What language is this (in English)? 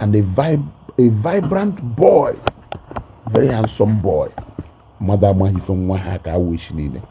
Igbo